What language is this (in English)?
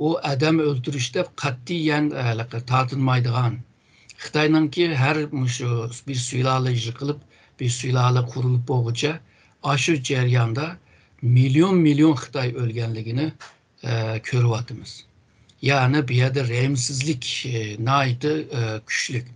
Uyghur